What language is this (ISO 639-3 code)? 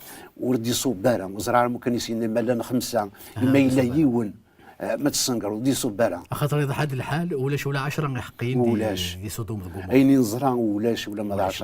kab